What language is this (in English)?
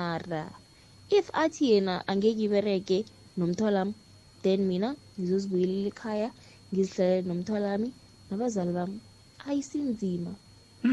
South Ndebele